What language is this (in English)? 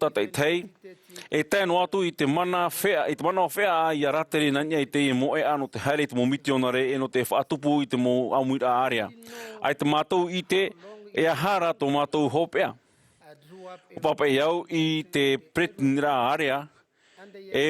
Tahitian